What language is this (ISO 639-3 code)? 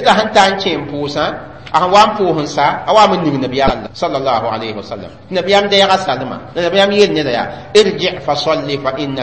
mos